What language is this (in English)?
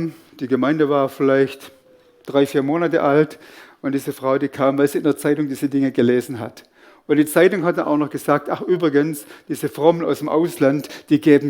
Swiss German